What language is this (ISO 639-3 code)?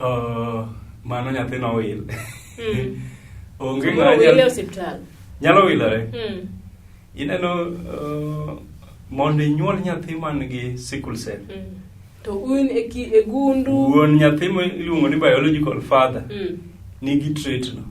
luo